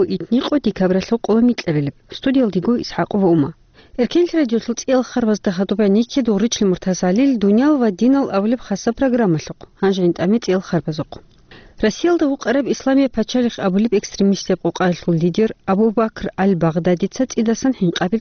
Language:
Avaric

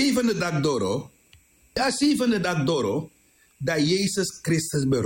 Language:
Sranan Tongo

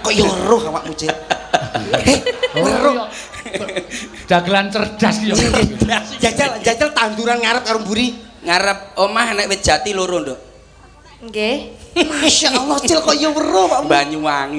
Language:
Javanese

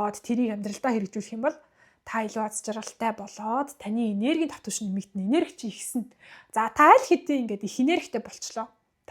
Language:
Mongolian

